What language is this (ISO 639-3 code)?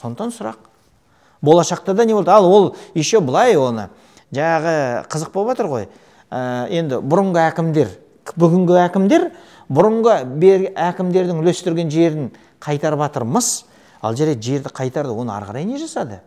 kaz